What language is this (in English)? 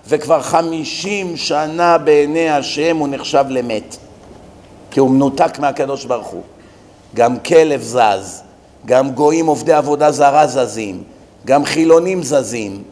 Hebrew